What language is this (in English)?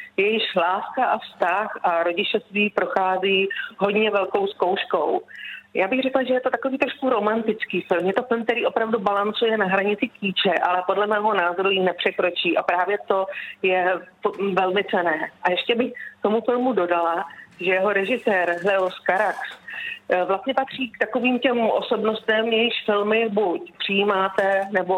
Czech